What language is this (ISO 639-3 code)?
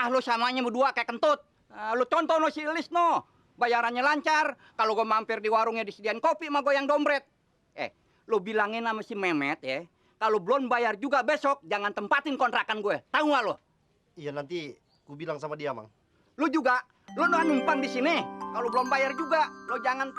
bew